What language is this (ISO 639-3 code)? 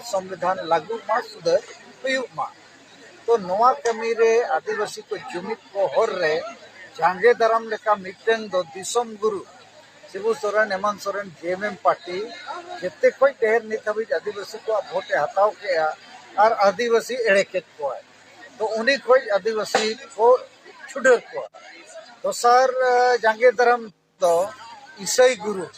sat